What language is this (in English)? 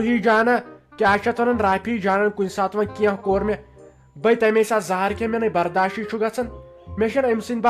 Kashmiri